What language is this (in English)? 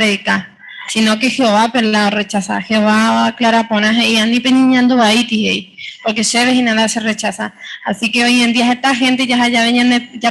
Guarani